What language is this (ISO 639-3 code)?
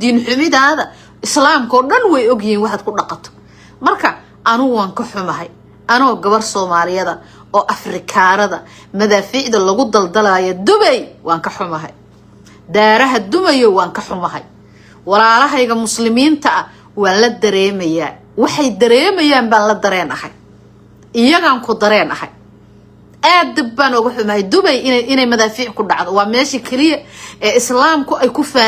som